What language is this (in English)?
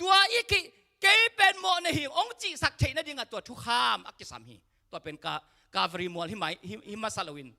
Tedim Chin